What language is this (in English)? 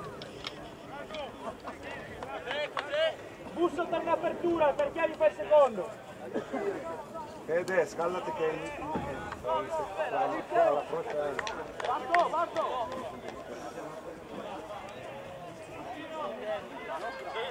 Italian